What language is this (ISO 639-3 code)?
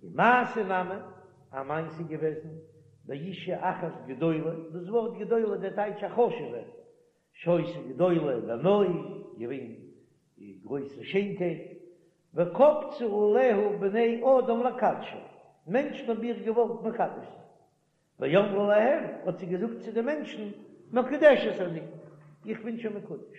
yid